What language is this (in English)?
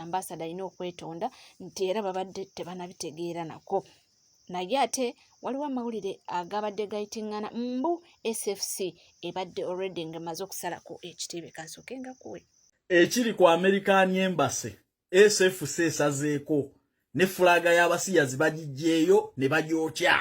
Ganda